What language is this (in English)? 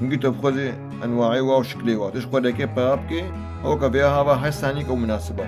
Kurdish